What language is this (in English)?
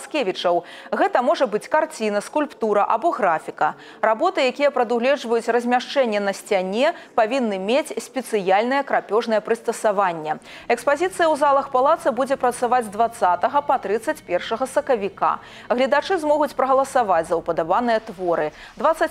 Belarusian